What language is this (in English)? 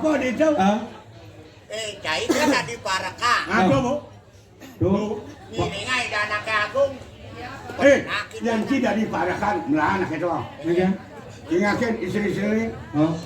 Balinese